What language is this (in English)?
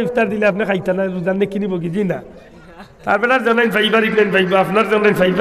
Sylheti